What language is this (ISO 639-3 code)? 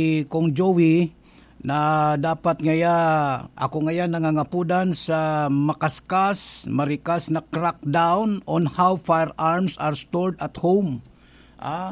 bik